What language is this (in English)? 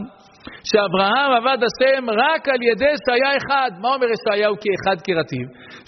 Hebrew